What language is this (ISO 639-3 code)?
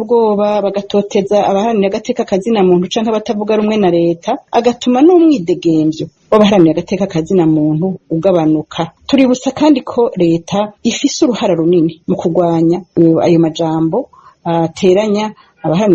run